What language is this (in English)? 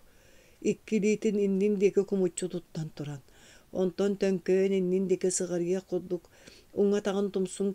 Yakut